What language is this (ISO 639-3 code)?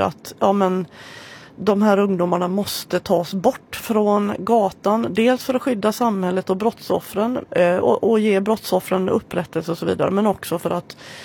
swe